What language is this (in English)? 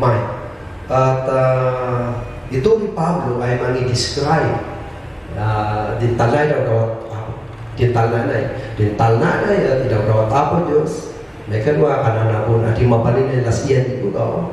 Kankanaey